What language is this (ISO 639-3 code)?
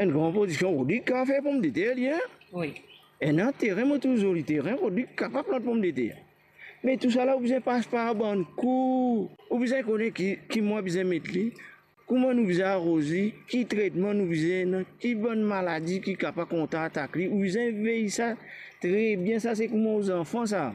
mfe